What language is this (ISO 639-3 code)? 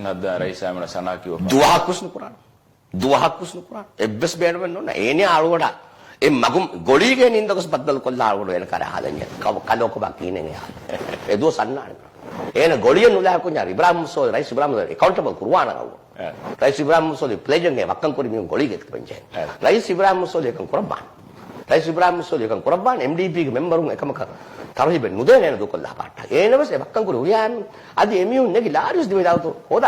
div